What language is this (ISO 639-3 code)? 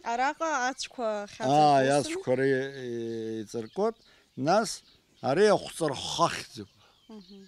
abk